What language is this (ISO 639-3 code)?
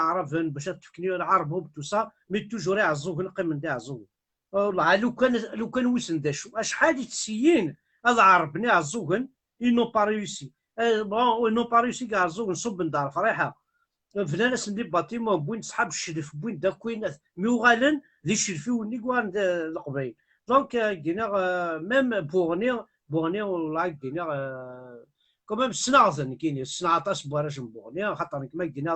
kab